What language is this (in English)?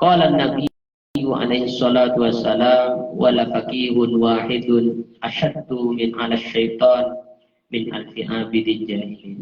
Madurese